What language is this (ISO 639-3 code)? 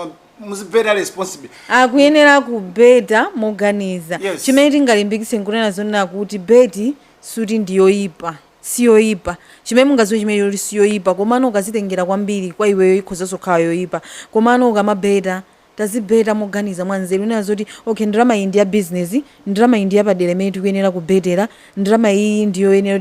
nya